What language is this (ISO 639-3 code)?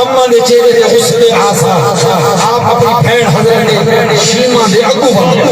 skr